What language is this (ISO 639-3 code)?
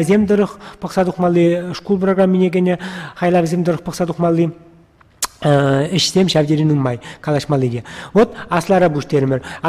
chv